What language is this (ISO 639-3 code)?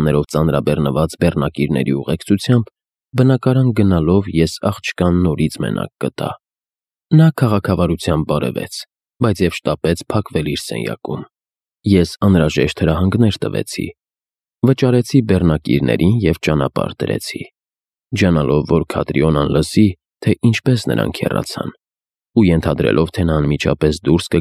hye